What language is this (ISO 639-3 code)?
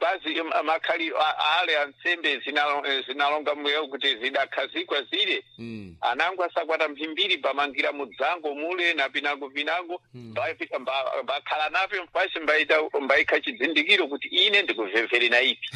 seh